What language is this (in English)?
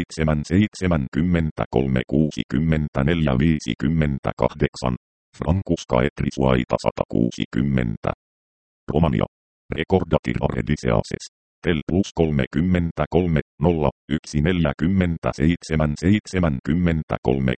Finnish